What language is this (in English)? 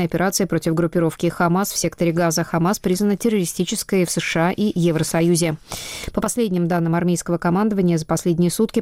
Russian